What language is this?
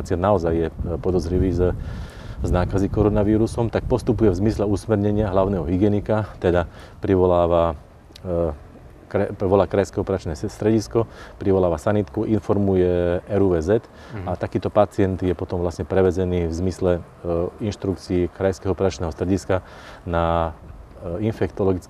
Slovak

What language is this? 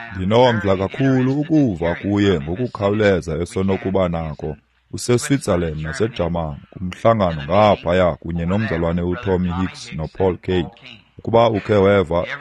Xhosa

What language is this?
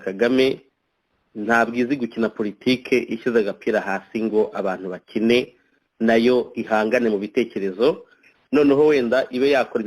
Kinyarwanda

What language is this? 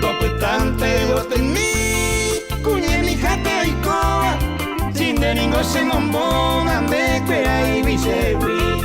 Guarani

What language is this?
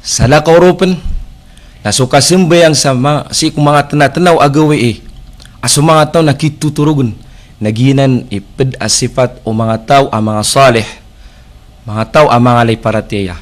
Maranao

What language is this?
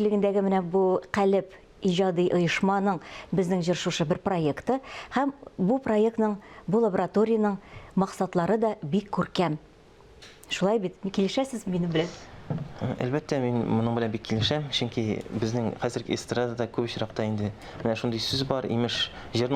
Tatar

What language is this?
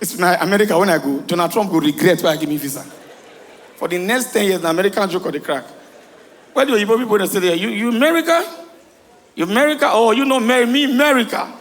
Nigerian Pidgin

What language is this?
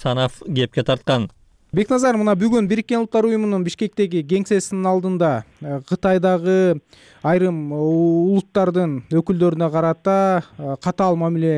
Kyrgyz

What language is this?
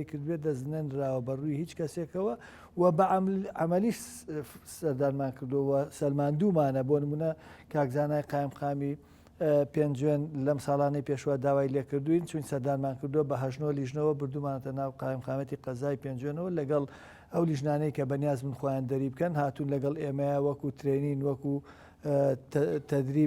Central Kurdish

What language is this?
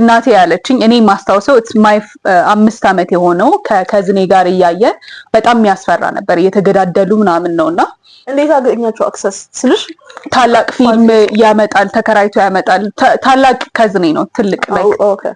Amharic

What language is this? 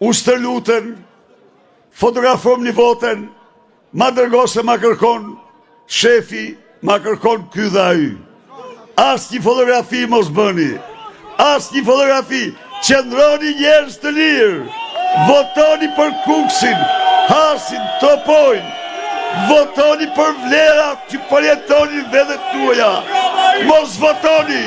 Albanian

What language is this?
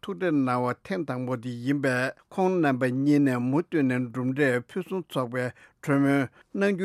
Tibetan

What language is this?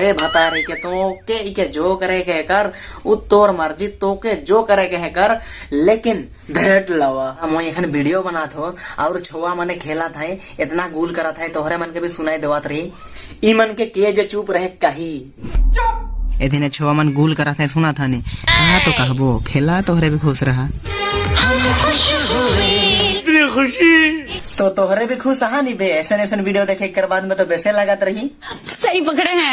Sadri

